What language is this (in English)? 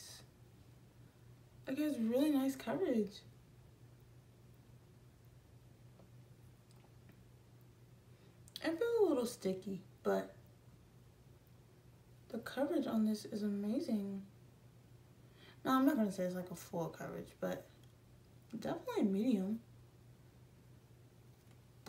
English